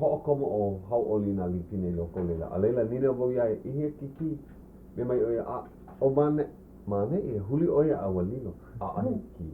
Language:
Hawaiian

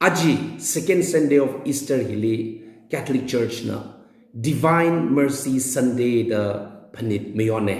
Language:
Tangkhul Naga (India)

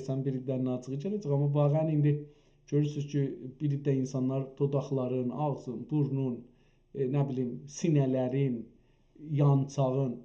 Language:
South Azerbaijani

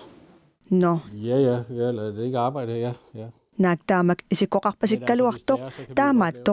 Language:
Kalaallisut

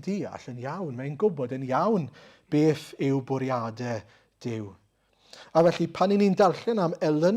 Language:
Welsh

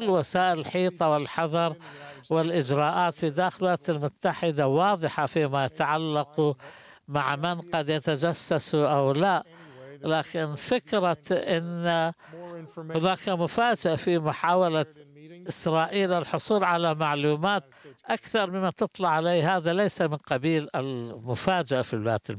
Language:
Arabic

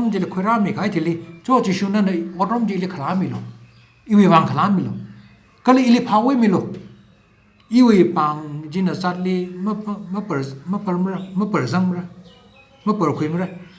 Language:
Tangkhul Naga (India)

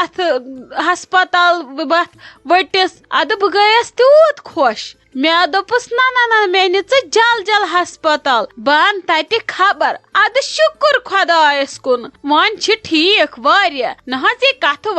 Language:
Kashmiri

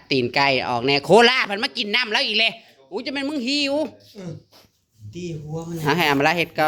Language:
Northeastern Thai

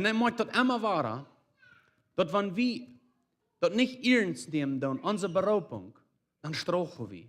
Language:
Plautdietsch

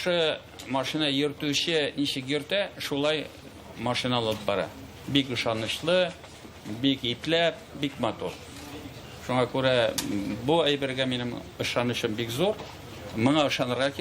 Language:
Tatar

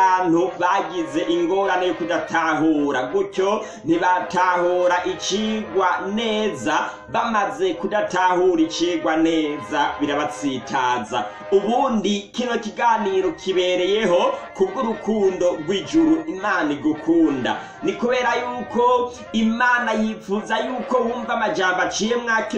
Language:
Rundi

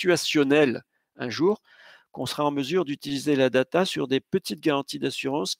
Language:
French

